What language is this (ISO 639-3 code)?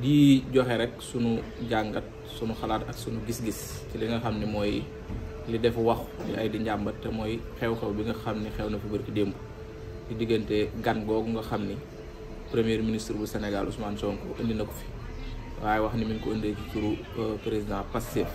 wol